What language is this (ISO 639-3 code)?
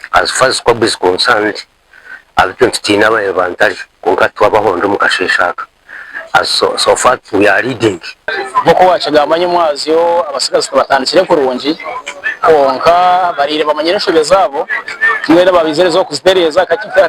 nyn